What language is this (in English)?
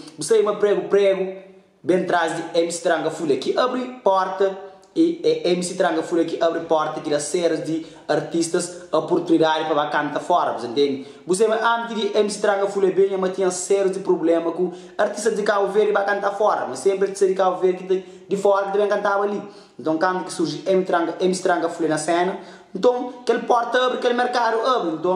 Kabuverdianu